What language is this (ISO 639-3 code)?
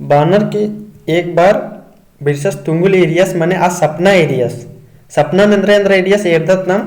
kru